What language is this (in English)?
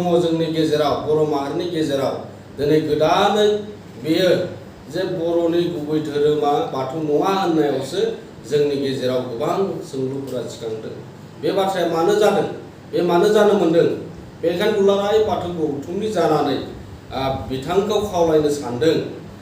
Bodo